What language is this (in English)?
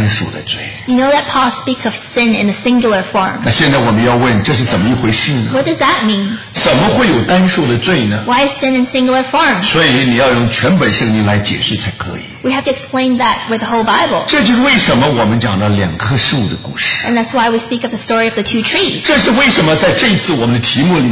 Chinese